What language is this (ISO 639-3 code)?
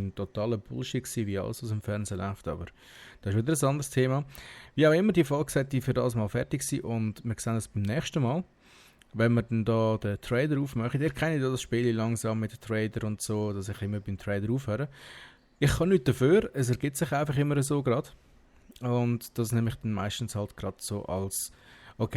gsw